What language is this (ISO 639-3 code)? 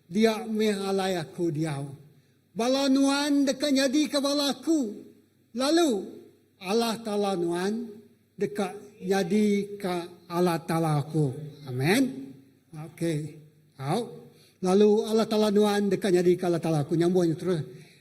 iba